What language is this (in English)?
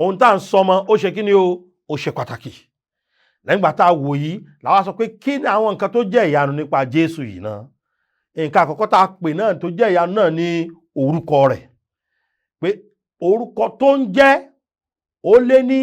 Yoruba